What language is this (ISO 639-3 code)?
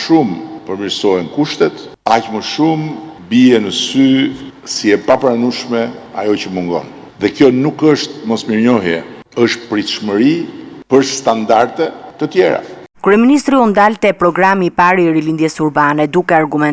sqi